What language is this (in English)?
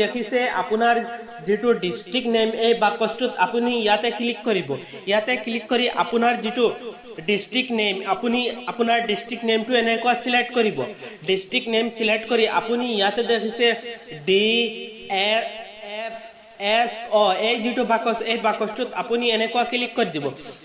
Assamese